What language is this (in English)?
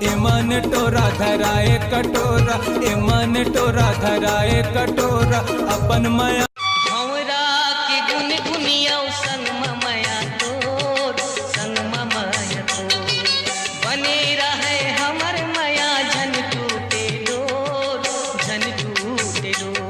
Chhattisgarhi